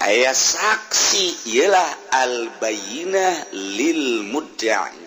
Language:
Sundanese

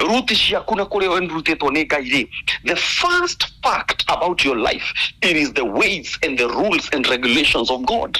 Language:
Kikuyu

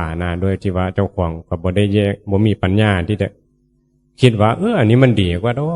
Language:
Northeastern Thai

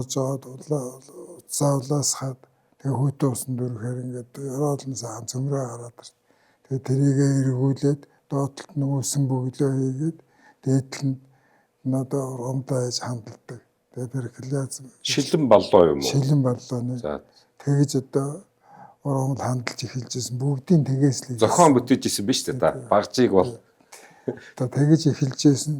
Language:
Mongolian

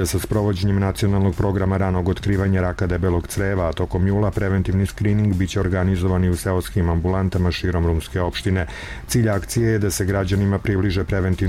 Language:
Serbian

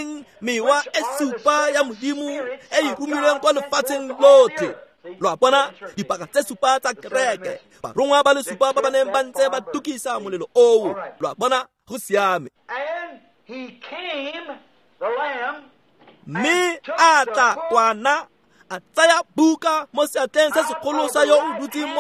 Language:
Tswana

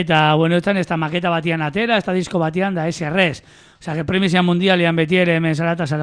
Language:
Basque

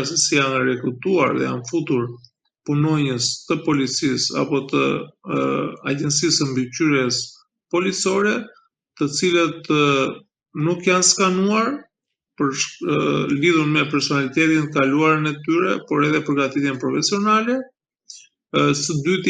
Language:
Albanian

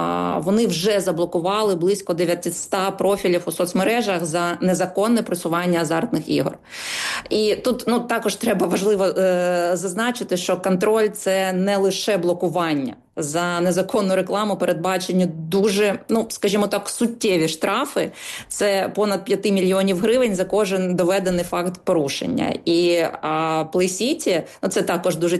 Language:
Ukrainian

